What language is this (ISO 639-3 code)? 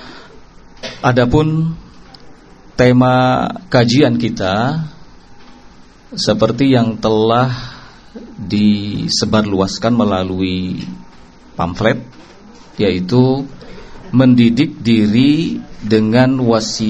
ind